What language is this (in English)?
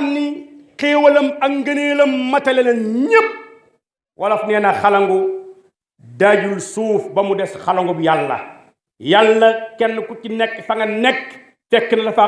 Wolof